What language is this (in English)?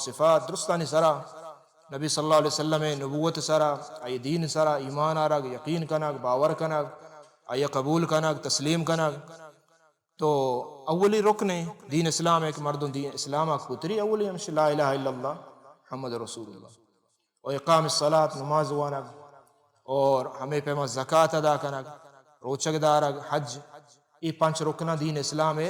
Baluchi